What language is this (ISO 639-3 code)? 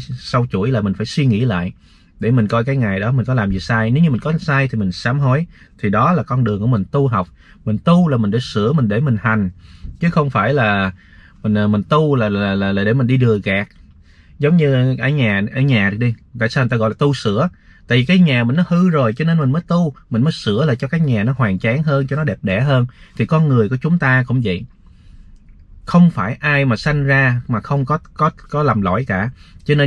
vie